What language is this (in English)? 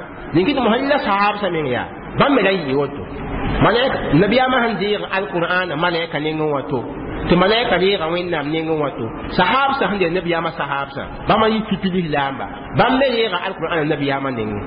Mossi